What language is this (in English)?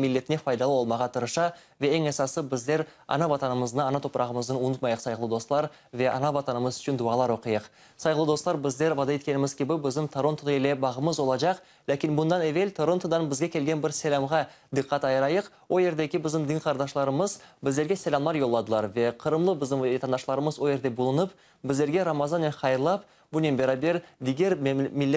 Crimean Tatar